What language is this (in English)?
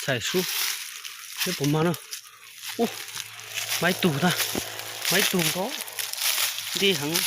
Hmong